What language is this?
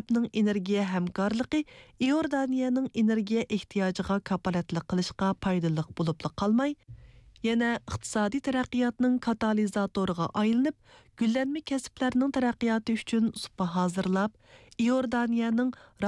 Uyghur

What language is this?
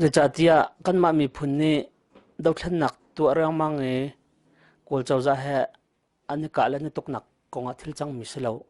Hakha Chin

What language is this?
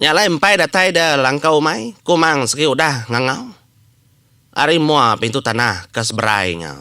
Iban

